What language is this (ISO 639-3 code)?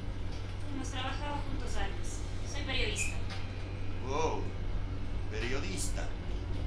spa